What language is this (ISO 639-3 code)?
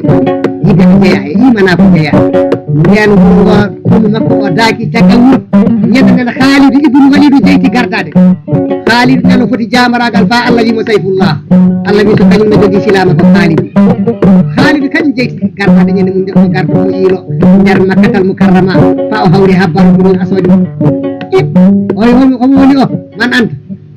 ful